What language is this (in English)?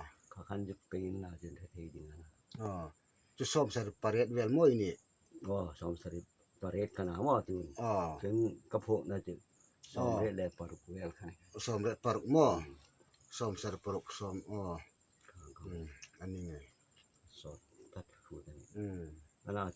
Hmar